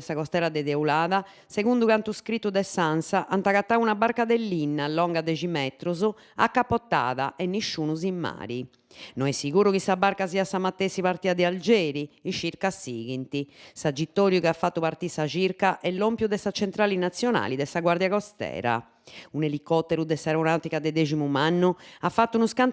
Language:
Sardinian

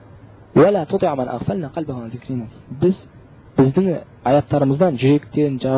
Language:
Kazakh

